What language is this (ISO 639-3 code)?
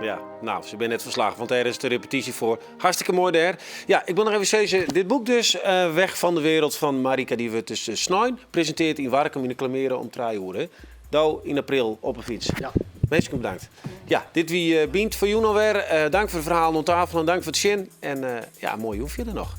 fry